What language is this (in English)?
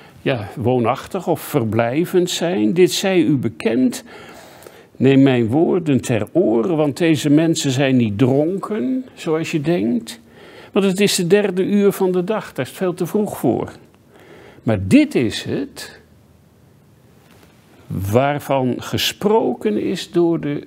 Dutch